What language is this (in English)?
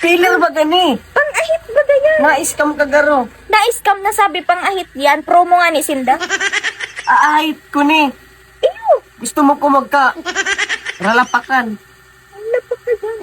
Bikol